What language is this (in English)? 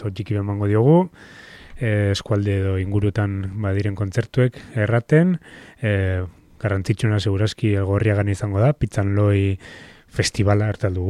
Basque